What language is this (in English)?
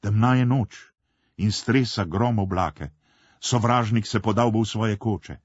Slovenian